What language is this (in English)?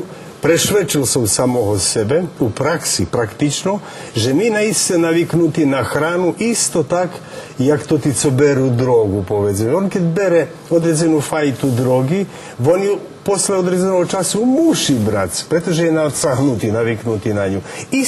Rusyn